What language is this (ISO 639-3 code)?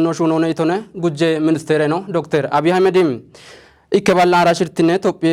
kbr